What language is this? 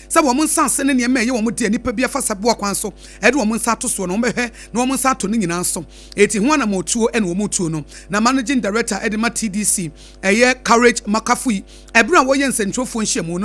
Akan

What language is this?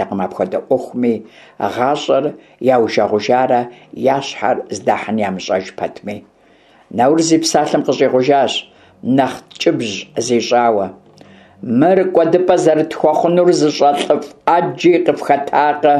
Kabardian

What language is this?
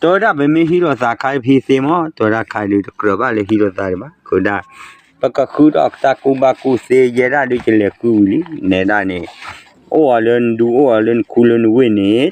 S'gaw Karen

